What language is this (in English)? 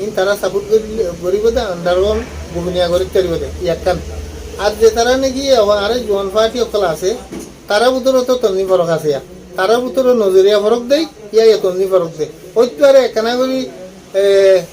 Rohingya